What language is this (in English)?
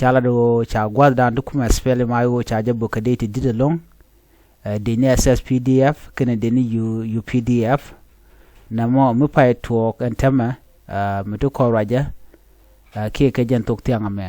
Nuer